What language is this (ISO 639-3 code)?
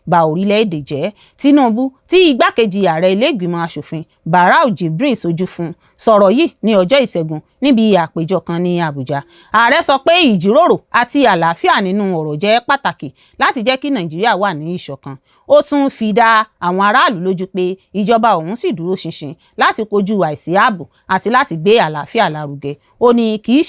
yor